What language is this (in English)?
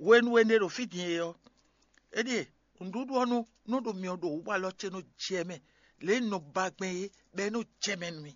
Fon